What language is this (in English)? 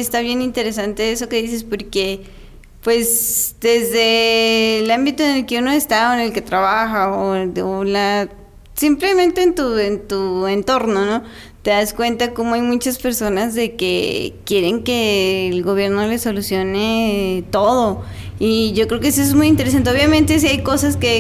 Spanish